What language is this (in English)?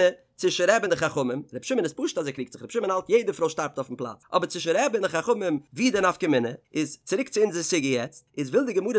Yiddish